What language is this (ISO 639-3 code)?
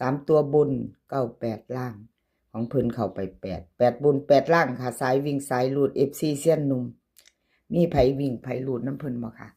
tts